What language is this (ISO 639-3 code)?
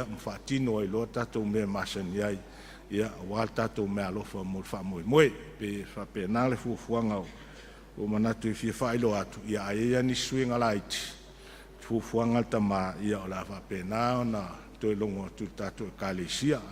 smo